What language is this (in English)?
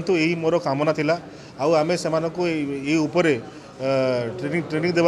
Odia